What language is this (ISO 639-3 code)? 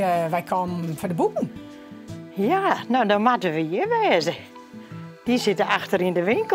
fry